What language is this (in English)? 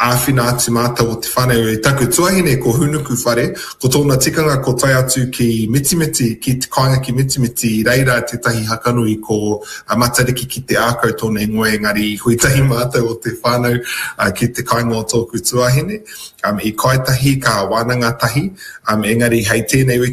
Māori